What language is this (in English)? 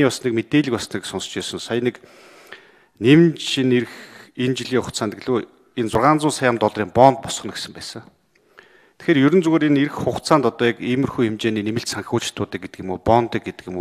Mongolian